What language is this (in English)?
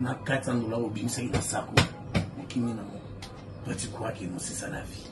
Lingala